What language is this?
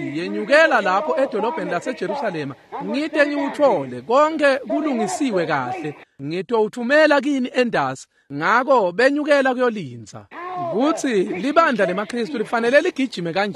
Swati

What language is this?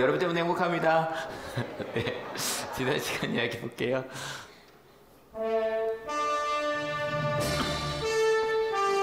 Korean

